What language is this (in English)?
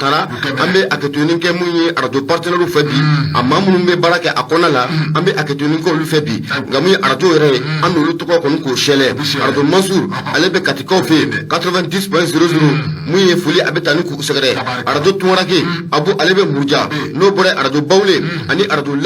Bambara